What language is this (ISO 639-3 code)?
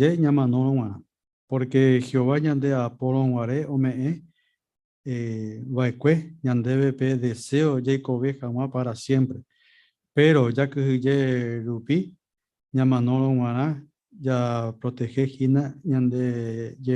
grn